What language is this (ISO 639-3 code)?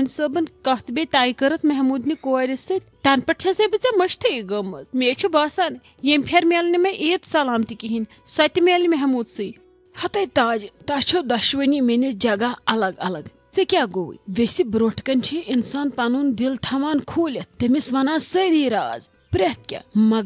kas